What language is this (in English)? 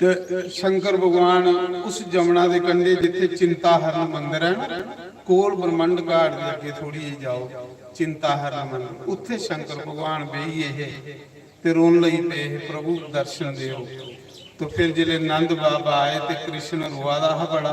Dogri